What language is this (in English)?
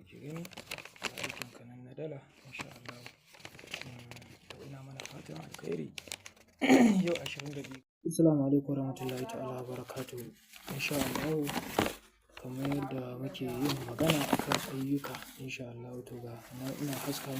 Hausa